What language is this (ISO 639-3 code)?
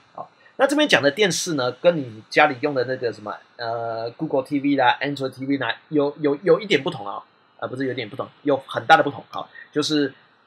zho